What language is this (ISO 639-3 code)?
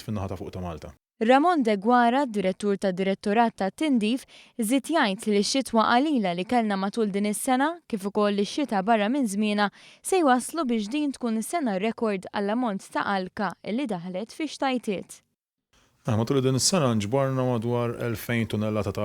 mlt